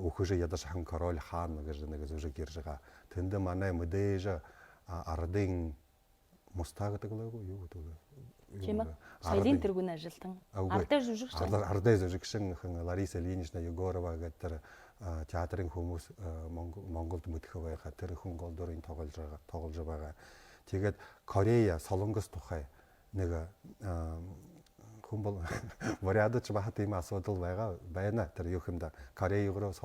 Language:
Buriat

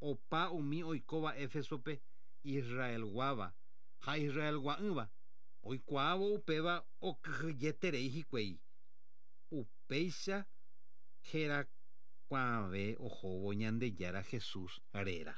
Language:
Guarani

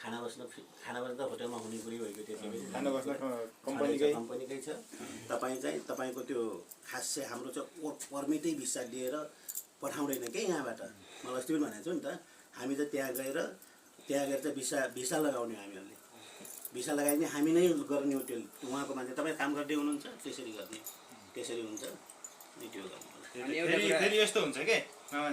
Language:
Nepali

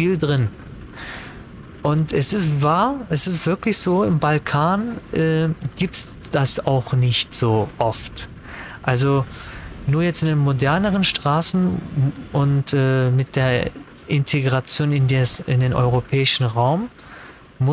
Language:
German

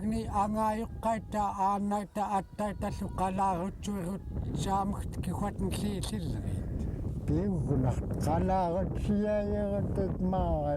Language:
Central Yupik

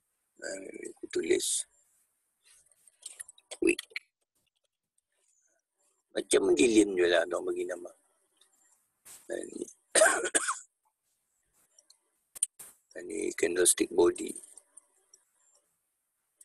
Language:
Malay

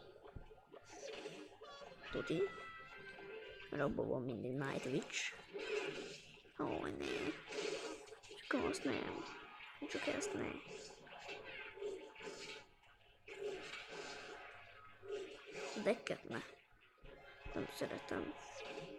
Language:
Hungarian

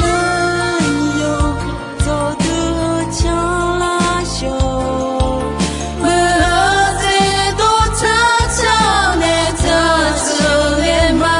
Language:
Akha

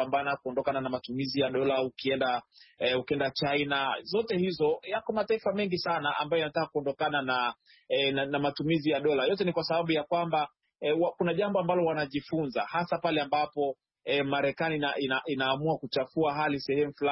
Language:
Swahili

